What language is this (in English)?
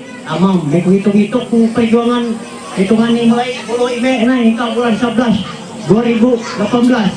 Ma'anyan